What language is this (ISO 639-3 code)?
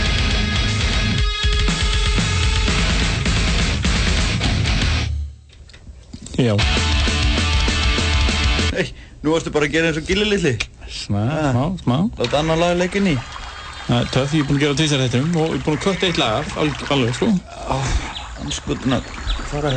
isl